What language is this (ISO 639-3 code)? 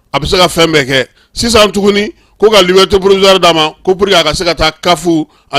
bam